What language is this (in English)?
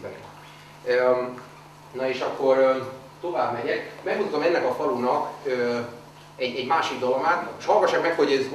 Hungarian